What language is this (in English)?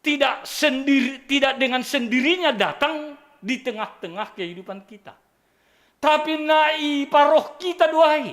Batak Simalungun